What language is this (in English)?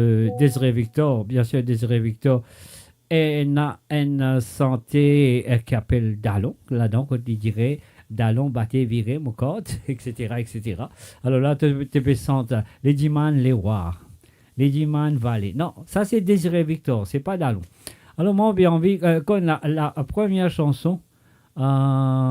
Morisyen